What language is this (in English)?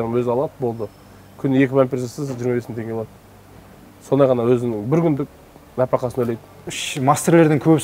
Kazakh